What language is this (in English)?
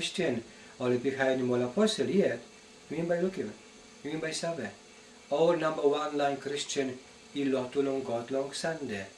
Tok Pisin